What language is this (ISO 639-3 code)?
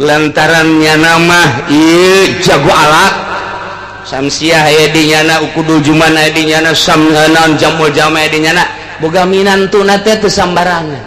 sun